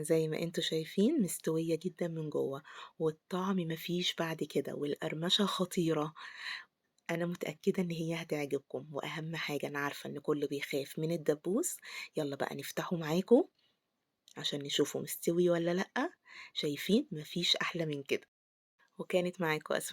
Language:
Egyptian Arabic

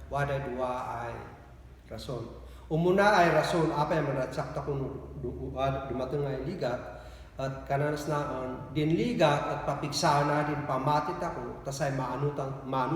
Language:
Kankanaey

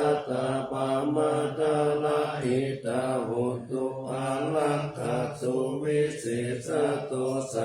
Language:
Pali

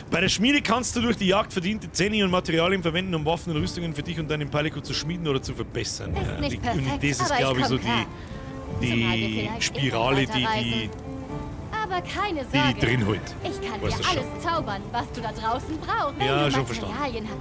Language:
Bavarian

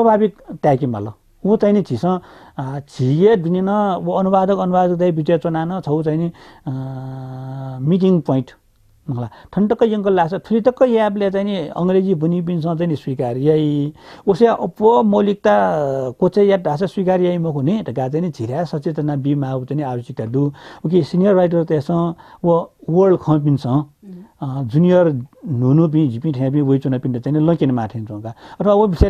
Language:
Newari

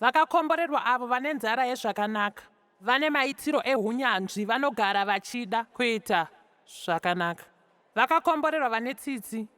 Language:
Shona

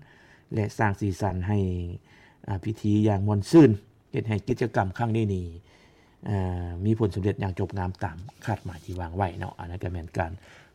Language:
Lao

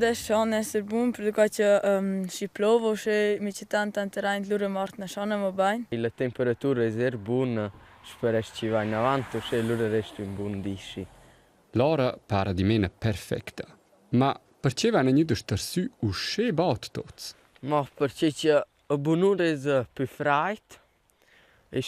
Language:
Romansh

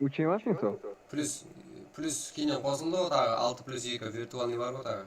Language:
Kara-Kalpak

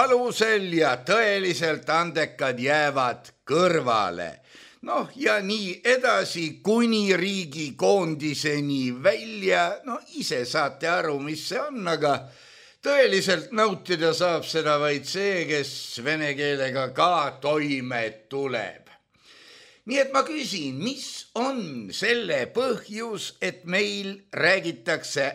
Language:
Estonian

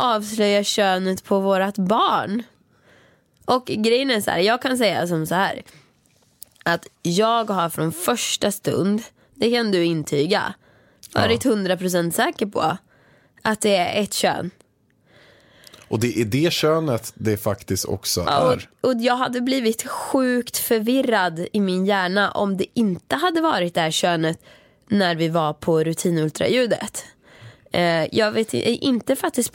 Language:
Swedish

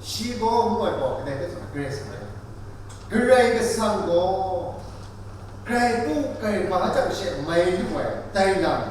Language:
Kachin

